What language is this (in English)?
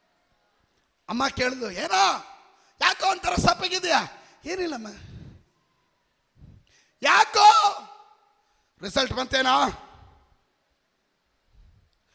Kannada